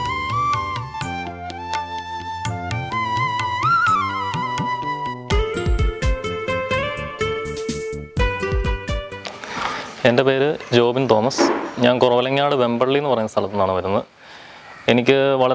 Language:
Malayalam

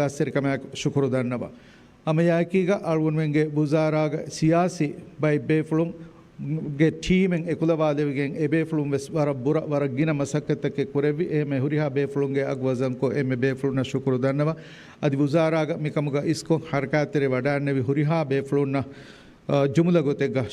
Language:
Divehi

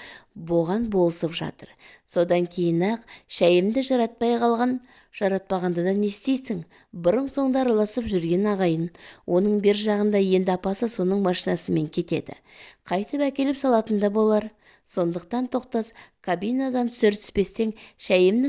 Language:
Kazakh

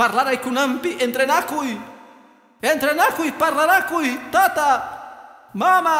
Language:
Quechua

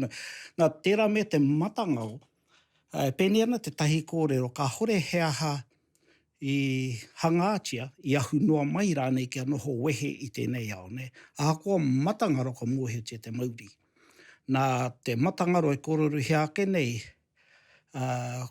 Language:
Māori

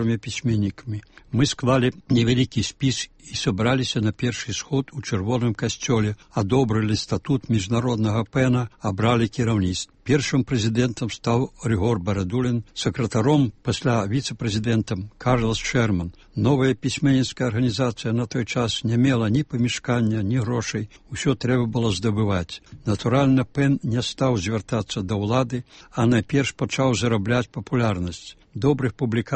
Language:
Belarusian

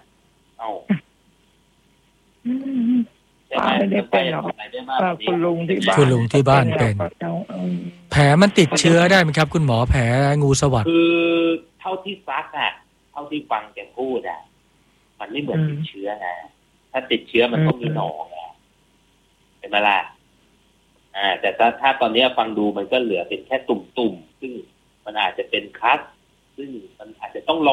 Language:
Thai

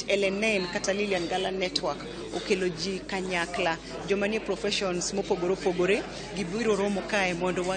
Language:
Luo (Kenya and Tanzania)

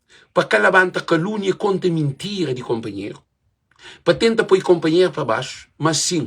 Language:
Kabuverdianu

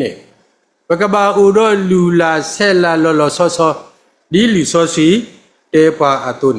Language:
S'gaw Karen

